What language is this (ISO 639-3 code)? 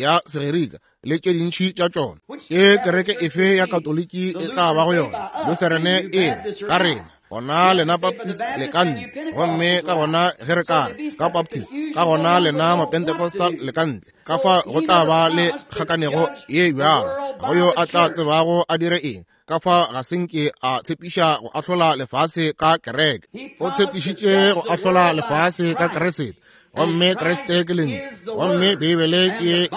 nso